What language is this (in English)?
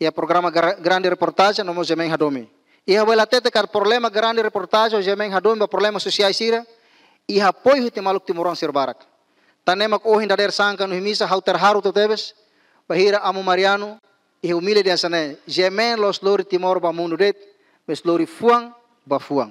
Tetum